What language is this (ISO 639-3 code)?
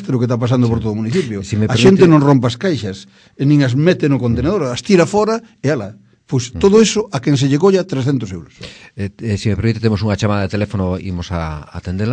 glg